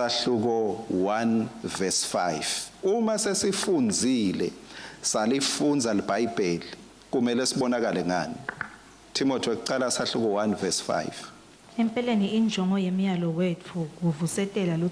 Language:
Swati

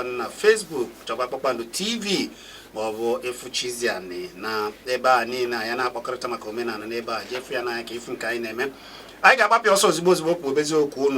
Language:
Igbo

